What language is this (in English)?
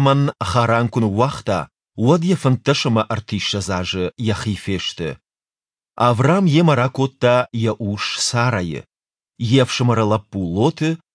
Ossetic